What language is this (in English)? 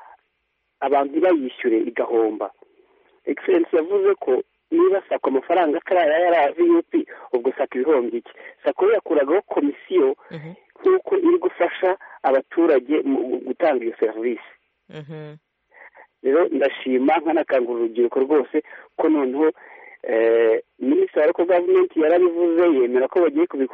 Kinyarwanda